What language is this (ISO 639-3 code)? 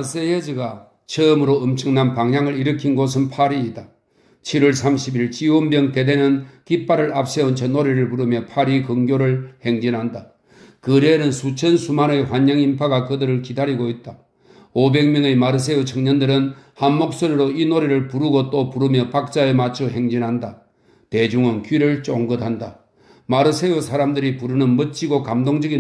kor